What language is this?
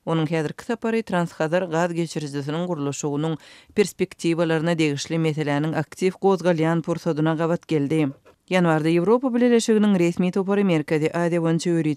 Turkmen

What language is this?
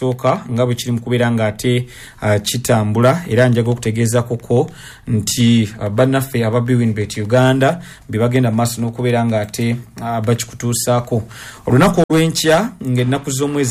Ganda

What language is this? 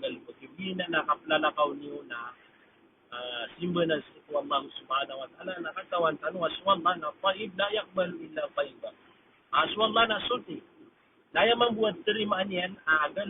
Maranao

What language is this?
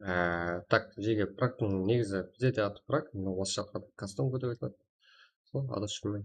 Kara-Kalpak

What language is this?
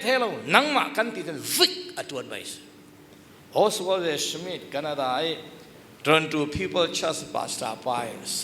Falam Chin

